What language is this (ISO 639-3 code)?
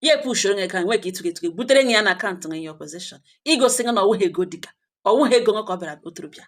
ibo